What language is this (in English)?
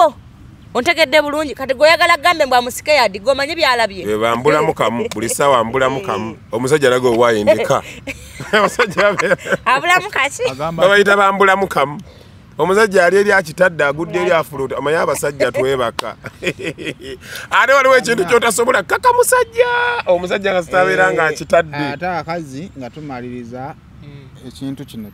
Ganda